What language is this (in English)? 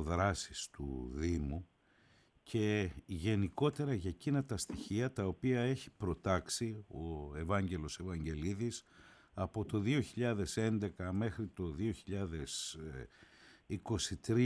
Greek